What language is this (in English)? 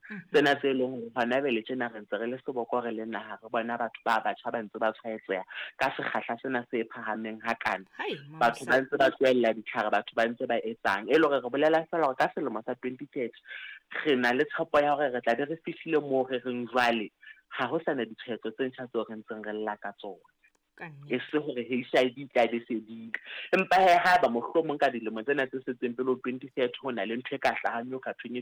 Southern Sotho